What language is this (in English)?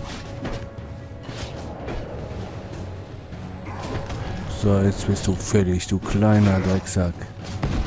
German